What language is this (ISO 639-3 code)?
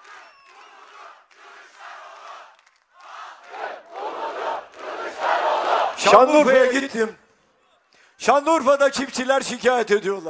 tur